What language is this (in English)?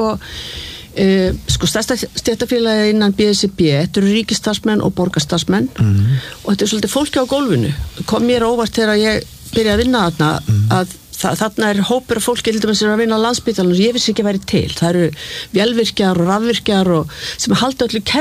Icelandic